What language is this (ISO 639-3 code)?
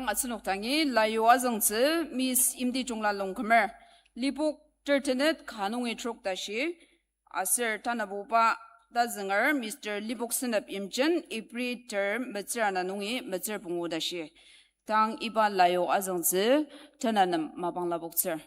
njo